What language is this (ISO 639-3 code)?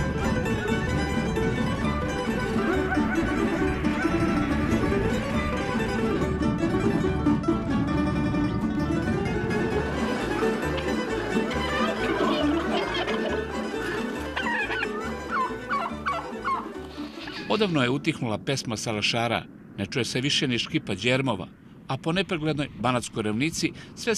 srp